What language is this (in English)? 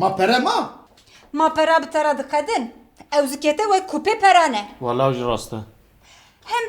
Kurdish